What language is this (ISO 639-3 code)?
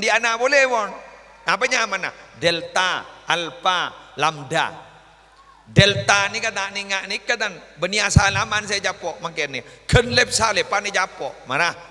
mad